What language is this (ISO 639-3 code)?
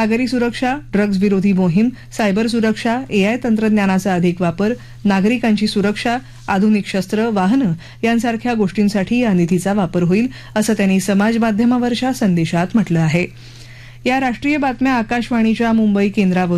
mar